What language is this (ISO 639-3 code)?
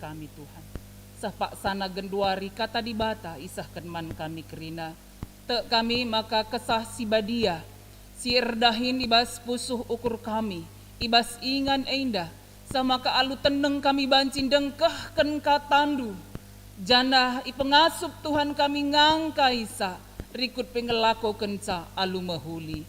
btx